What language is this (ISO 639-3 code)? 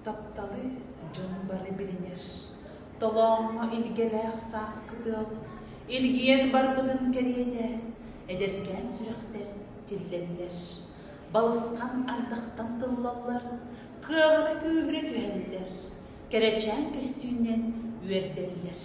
sah